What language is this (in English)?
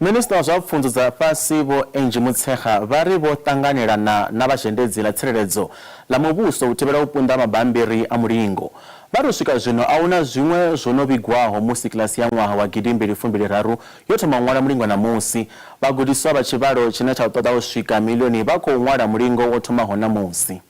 Venda